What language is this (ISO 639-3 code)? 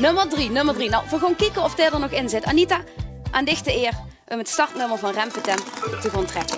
lim